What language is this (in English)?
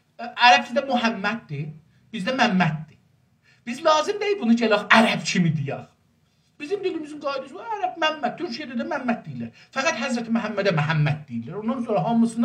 South Azerbaijani